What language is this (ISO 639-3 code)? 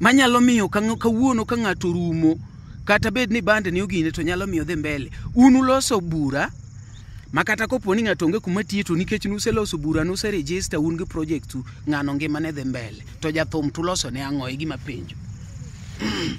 luo